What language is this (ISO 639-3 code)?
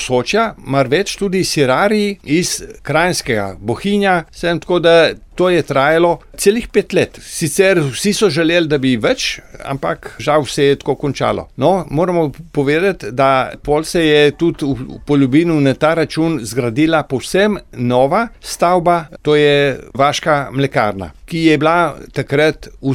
slv